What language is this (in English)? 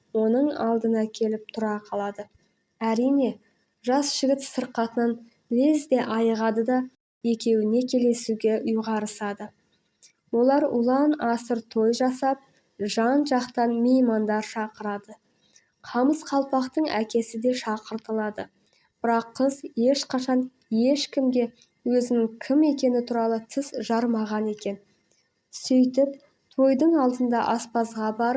Kazakh